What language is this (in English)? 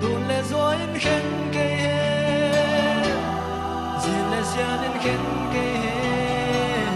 Paite Chin